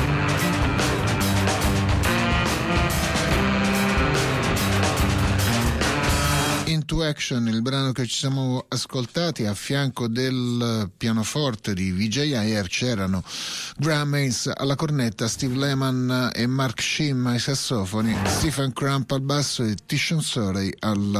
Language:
Italian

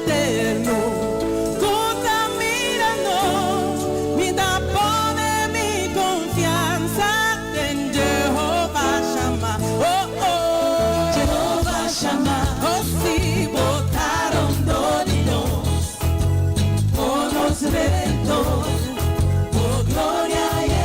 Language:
Papiamento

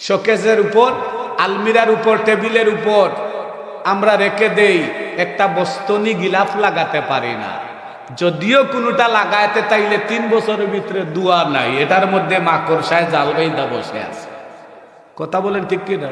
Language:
Sylheti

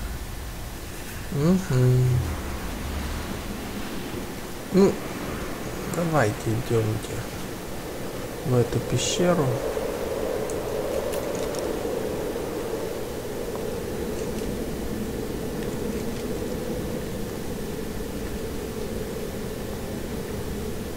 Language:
Russian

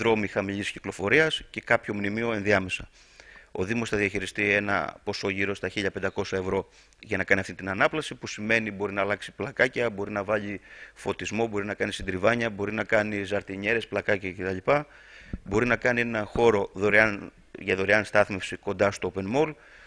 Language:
Greek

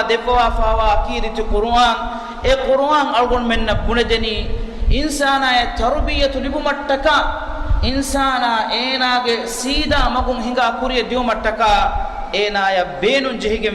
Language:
Divehi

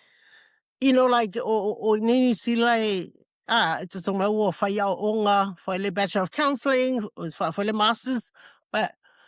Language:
Samoan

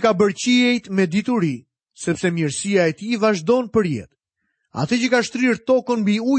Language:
Albanian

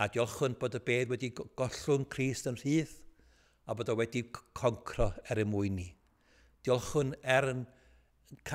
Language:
Welsh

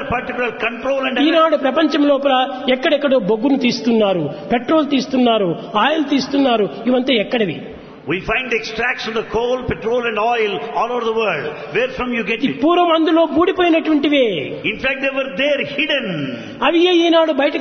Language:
Telugu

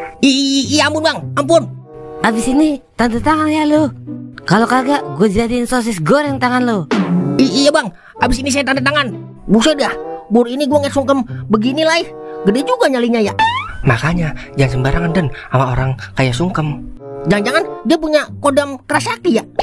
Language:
Betawi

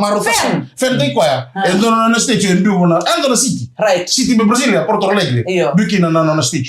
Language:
Fijian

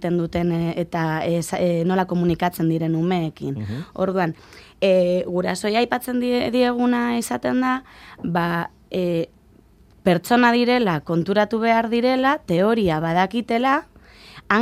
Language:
Basque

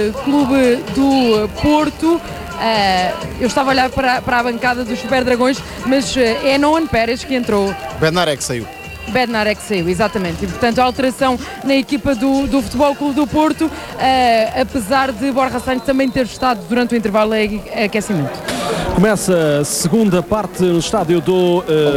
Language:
Portuguese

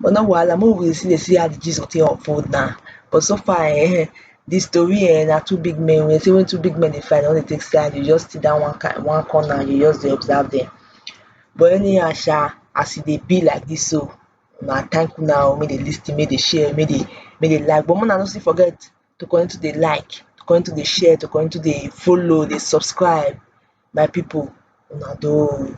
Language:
Nigerian Pidgin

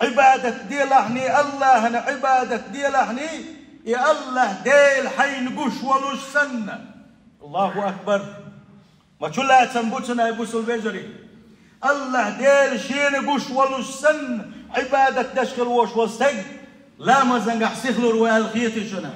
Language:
Chechen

